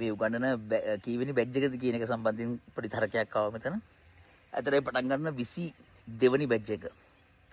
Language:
Sinhala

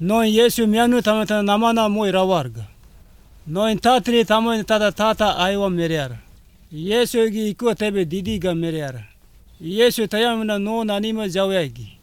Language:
Malagasy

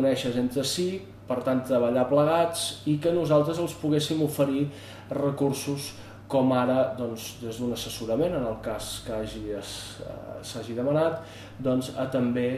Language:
Catalan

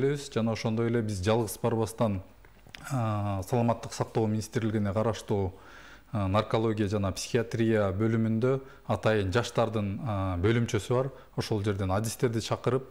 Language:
Kyrgyz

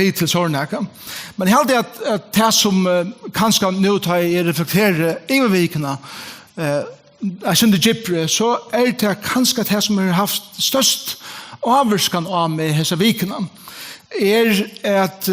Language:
Faroese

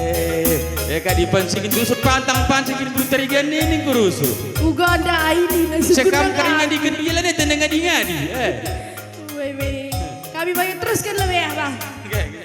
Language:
Batak Karo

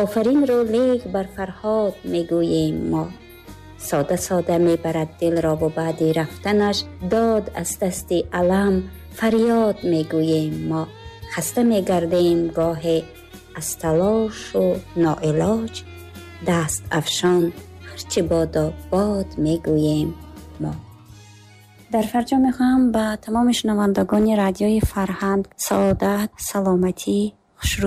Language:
Tajik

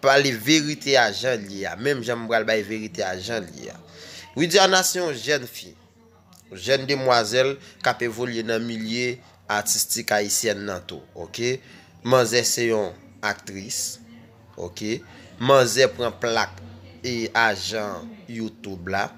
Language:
Haitian Creole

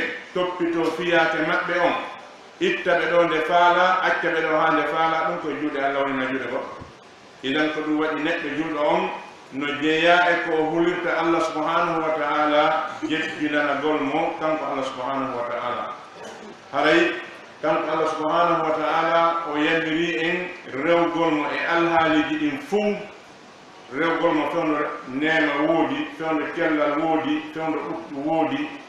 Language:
Fula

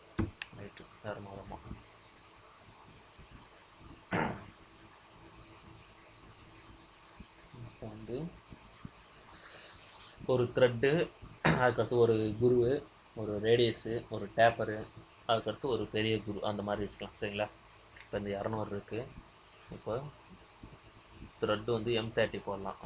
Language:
Tamil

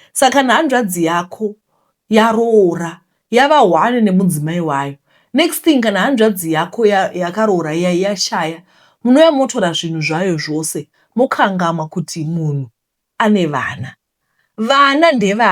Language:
Shona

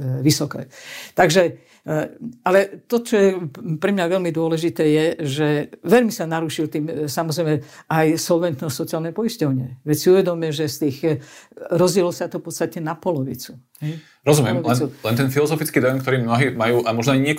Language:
Slovak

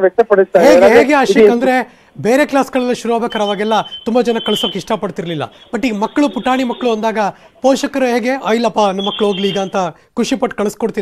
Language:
Kannada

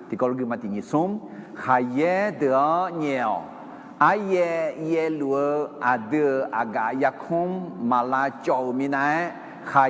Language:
Akha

